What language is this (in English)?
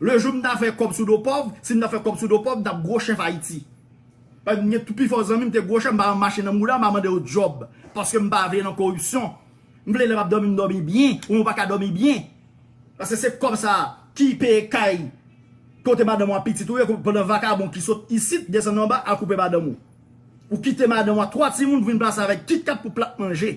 Haitian Creole